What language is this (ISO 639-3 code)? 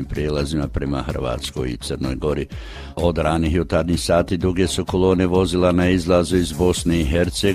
hrv